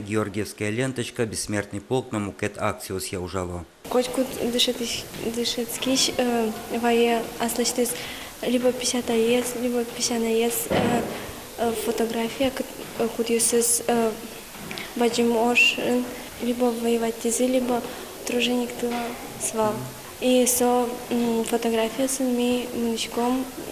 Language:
Udmurt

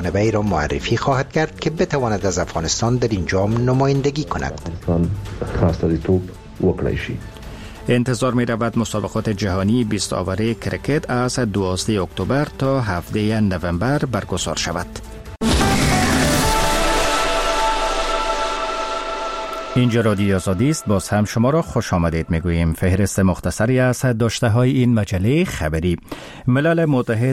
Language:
Persian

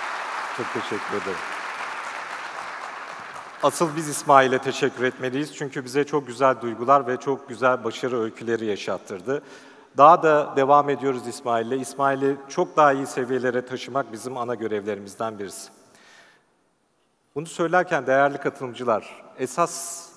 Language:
Turkish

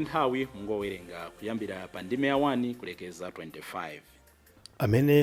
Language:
Nyanja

